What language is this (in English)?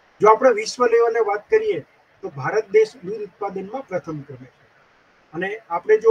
Gujarati